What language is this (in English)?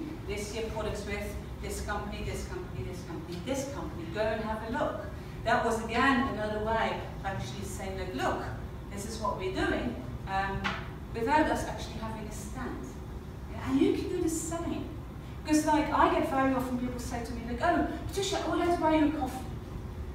English